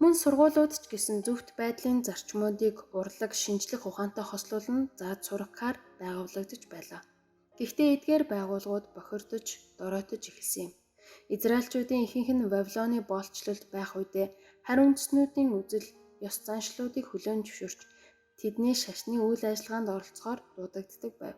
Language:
Mongolian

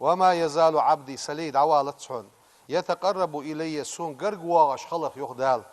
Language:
Ingush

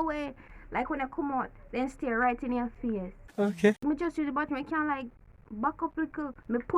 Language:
Jamaican Creole English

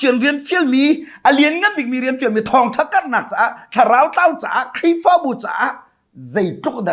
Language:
Hakha Chin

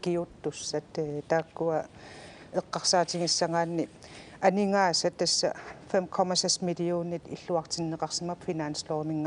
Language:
Kalaallisut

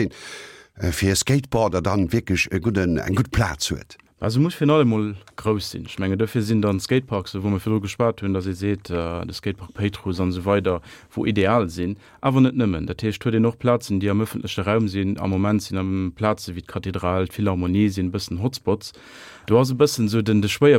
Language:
Luxembourgish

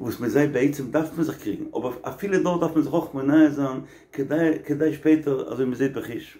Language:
Yiddish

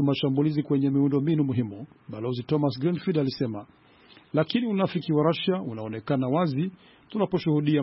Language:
Swahili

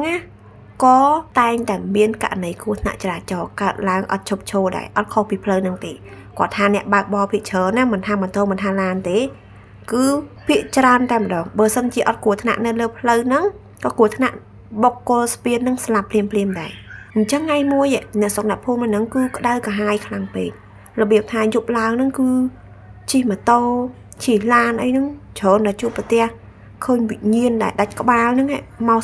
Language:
Khmer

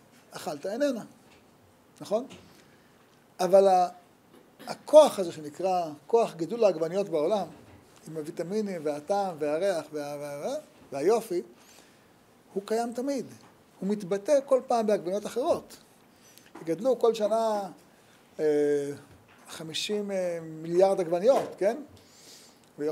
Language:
Hebrew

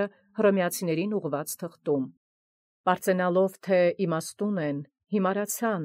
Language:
Armenian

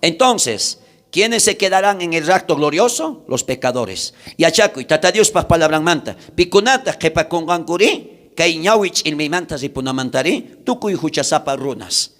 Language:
South Bolivian Quechua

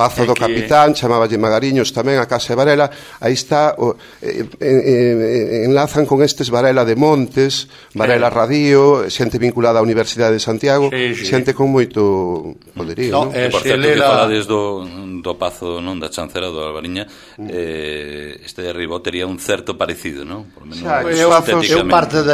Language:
Galician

